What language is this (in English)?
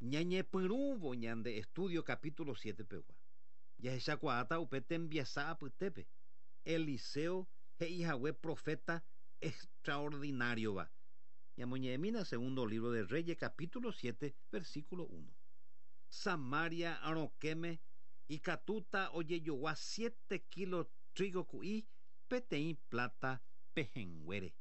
Guarani